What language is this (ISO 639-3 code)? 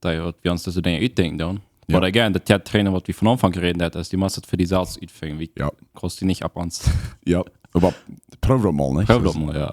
pdt